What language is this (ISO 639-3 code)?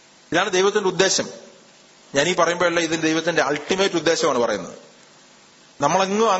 mal